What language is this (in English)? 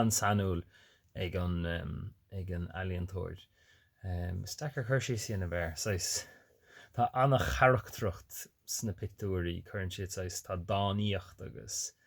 Irish